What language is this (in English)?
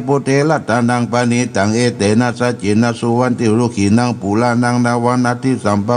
Pali